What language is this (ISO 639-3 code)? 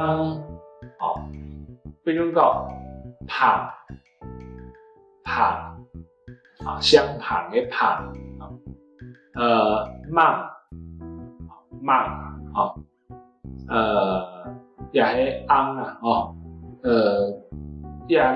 hak